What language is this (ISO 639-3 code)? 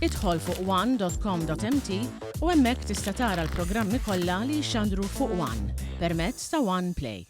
mlt